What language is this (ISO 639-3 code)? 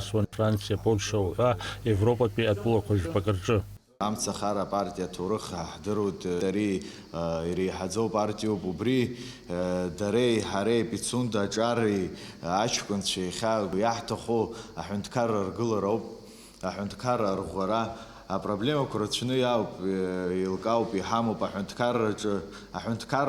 abk